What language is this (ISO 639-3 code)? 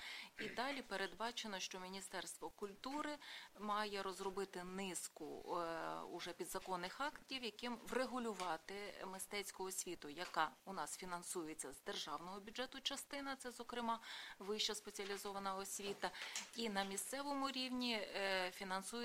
ukr